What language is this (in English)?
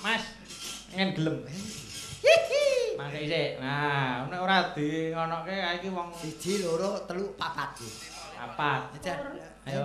Javanese